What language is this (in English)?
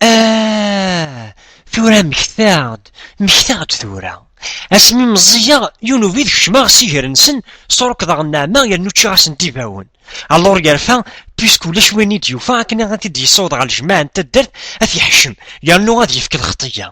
Kabyle